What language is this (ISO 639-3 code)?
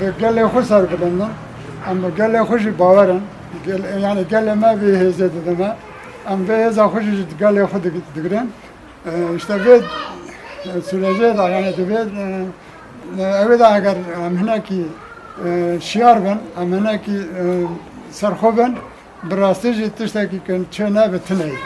kur